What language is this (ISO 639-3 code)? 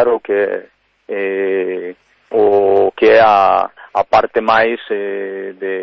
glg